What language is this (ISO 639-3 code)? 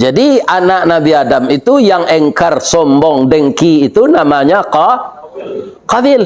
min